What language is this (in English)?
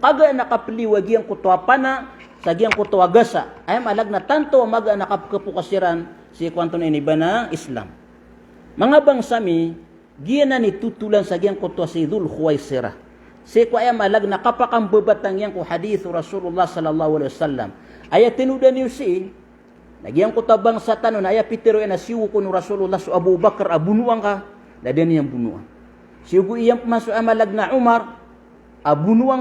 Maranao